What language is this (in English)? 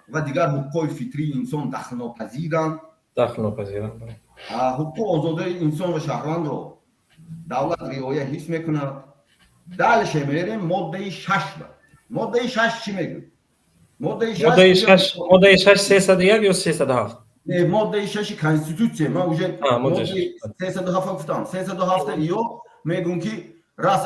Tajik